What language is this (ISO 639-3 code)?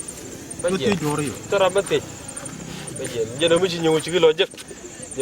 nus